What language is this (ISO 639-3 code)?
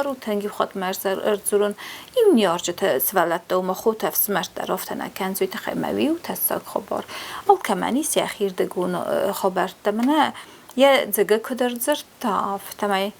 oss